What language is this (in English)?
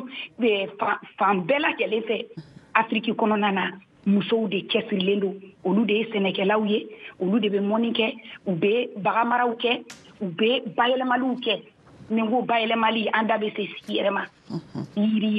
Bambara